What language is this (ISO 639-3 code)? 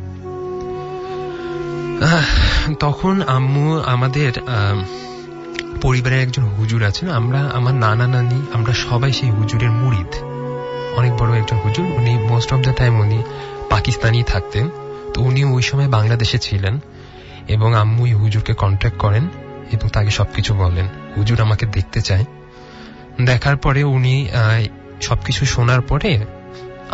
ben